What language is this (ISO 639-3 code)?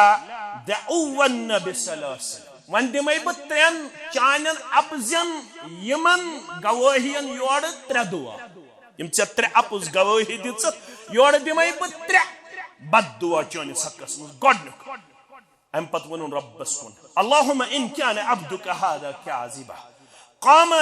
kas